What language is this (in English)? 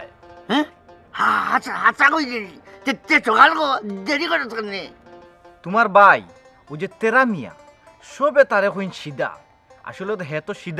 Sylheti